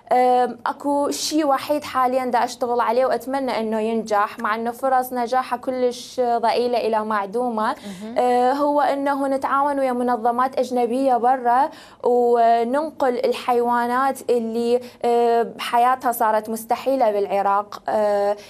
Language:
Mesopotamian Arabic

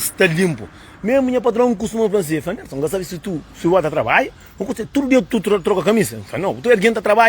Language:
Kabuverdianu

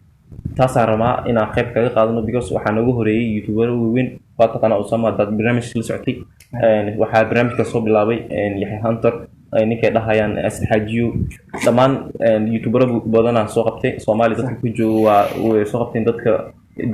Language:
Somali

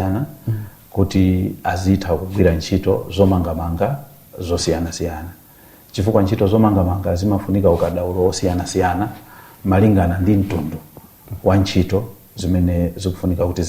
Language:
Nyanja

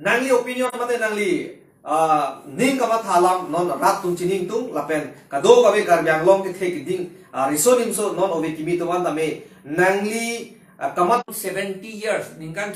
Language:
Karbi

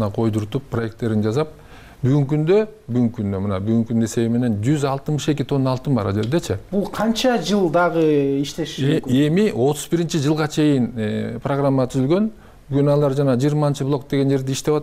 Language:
Kyrgyz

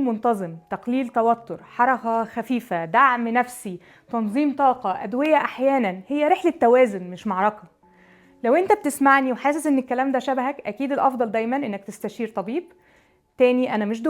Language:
Egyptian Arabic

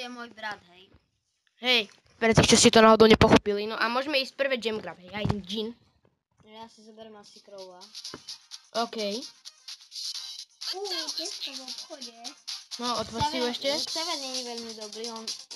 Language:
Slovak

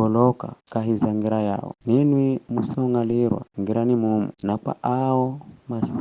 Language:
Giryama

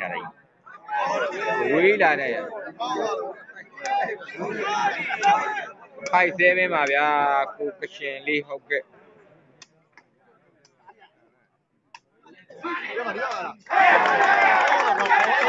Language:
Burmese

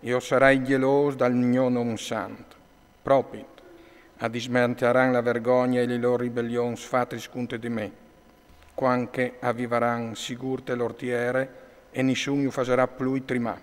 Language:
Friulian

